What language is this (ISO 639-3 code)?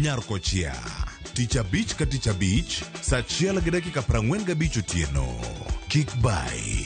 luo